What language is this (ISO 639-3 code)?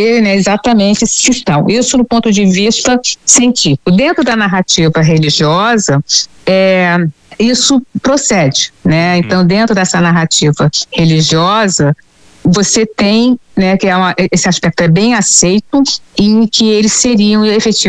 por